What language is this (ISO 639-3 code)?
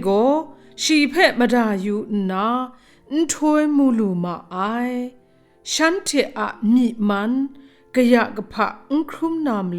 kac